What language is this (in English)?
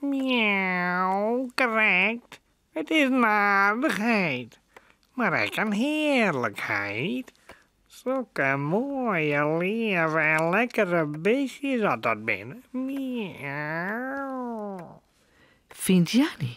Western Frisian